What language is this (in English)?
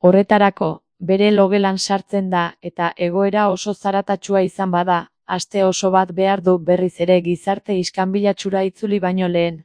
Basque